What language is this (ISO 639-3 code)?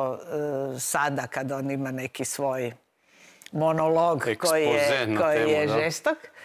hrv